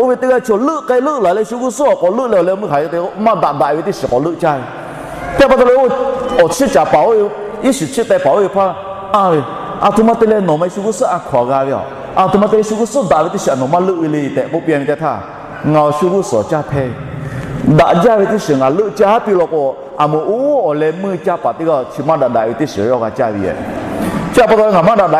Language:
Lahu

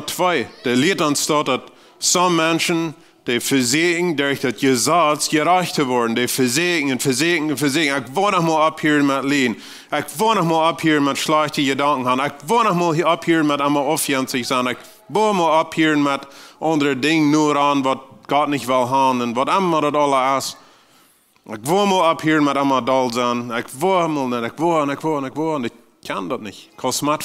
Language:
Plautdietsch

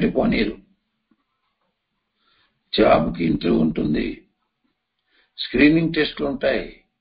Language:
Telugu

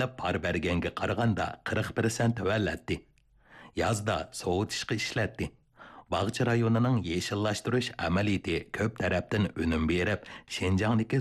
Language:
Uyghur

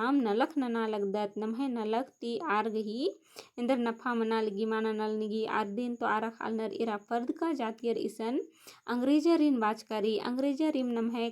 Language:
Kurukh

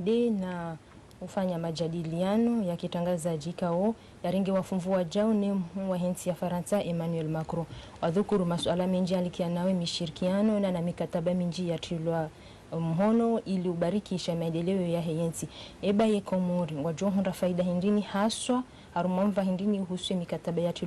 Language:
Ngazidja Comorian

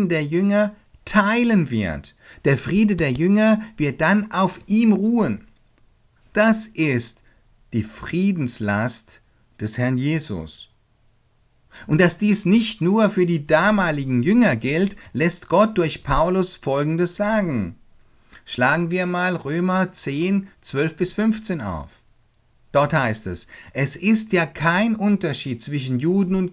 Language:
German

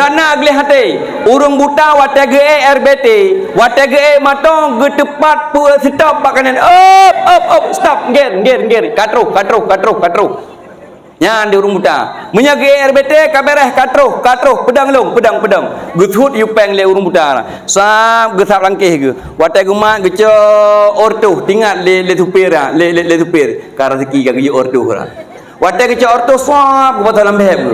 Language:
Achinese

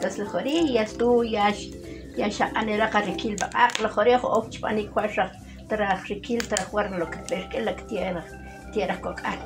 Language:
Uspanteco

